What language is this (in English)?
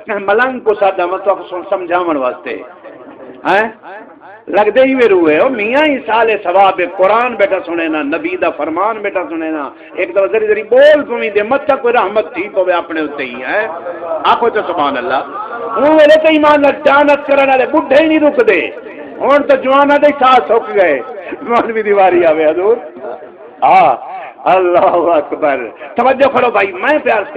Saraiki